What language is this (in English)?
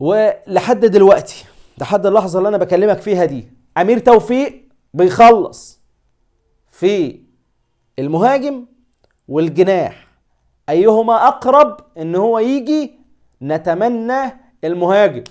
Egyptian Arabic